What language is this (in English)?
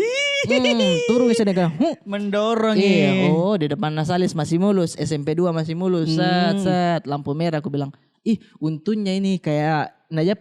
Makassar Malay